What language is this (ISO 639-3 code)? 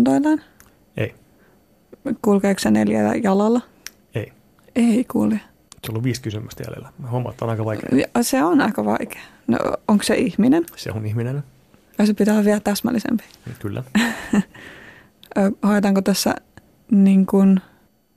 fin